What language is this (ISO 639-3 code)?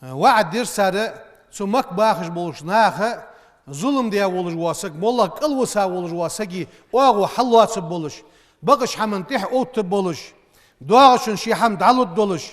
inh